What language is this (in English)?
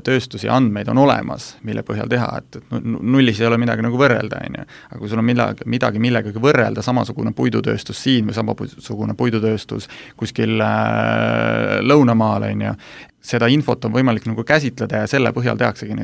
Estonian